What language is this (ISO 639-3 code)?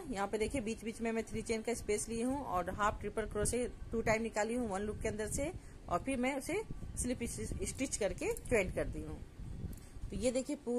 hin